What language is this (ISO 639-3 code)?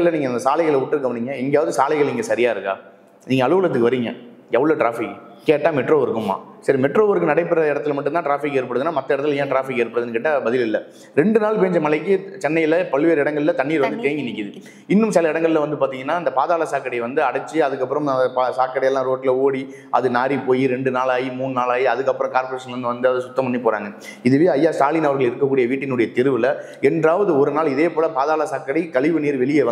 tam